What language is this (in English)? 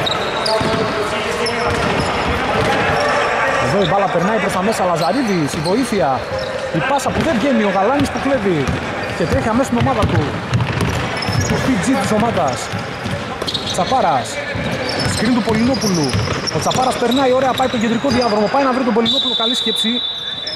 Greek